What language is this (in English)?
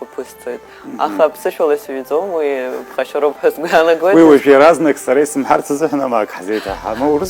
Abkhazian